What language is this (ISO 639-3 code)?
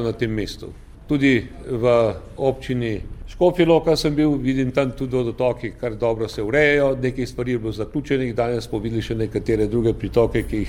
slv